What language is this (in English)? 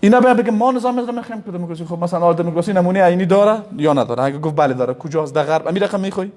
Persian